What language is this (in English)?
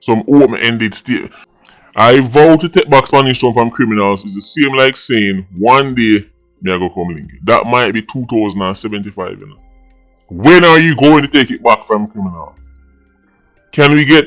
Jamaican Creole English